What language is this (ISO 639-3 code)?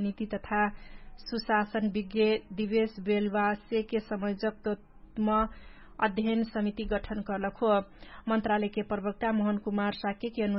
thl